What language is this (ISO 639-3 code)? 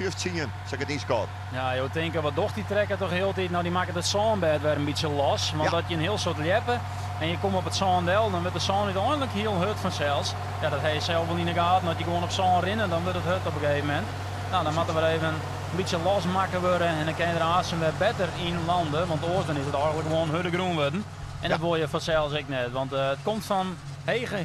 fry